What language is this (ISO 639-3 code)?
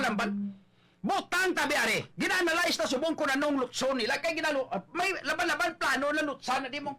hil